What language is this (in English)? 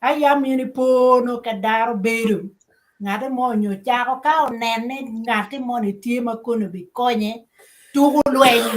Acoli